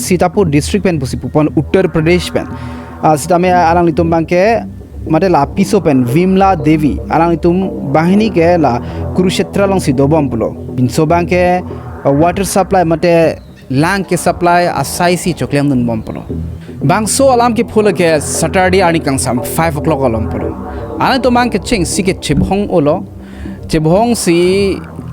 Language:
Karbi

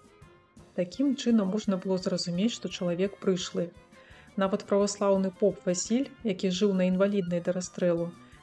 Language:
Belarusian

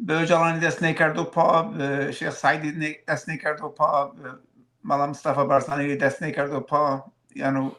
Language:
Zaza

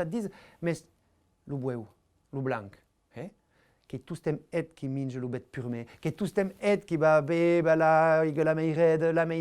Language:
Occitan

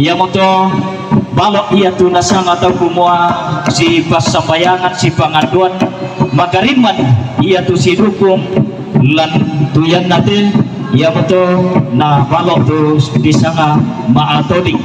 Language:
Toraja-Sa'dan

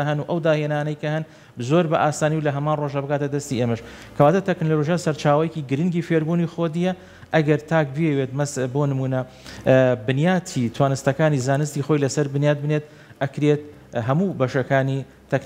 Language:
Central Kurdish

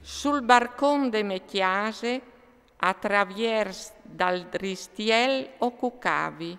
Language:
Friulian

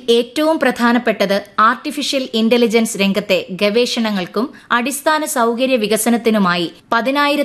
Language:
Malayalam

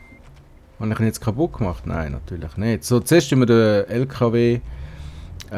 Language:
Swiss German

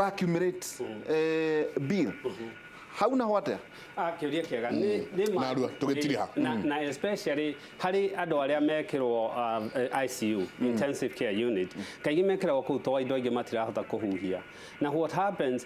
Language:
Kikuyu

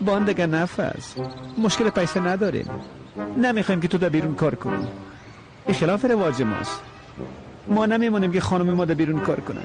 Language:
Persian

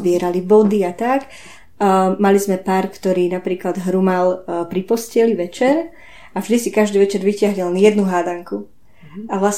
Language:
Slovak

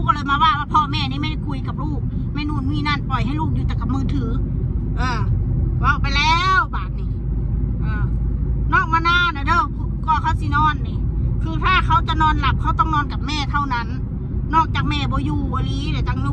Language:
Northeastern Thai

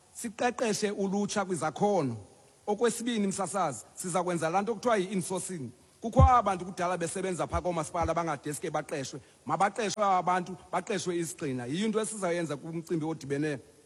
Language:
Xhosa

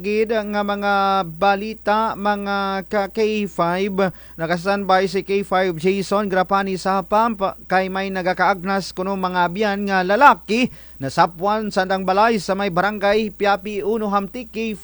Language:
Kinaray-a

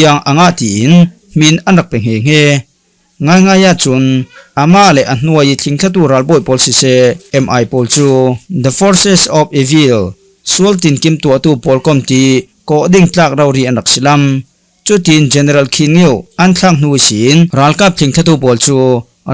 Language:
Falam Chin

